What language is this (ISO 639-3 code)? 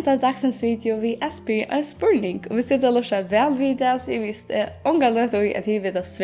fao